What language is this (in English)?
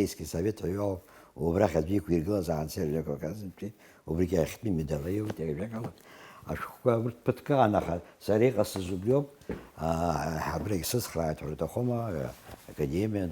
Abkhazian